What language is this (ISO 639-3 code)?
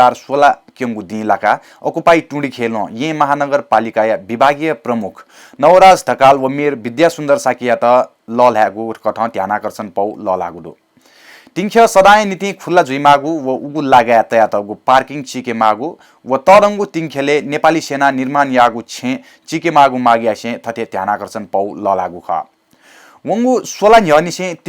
new